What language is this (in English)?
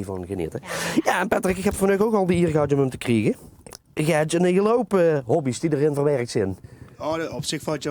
Limburgish